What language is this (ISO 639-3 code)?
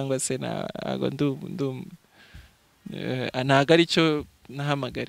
kin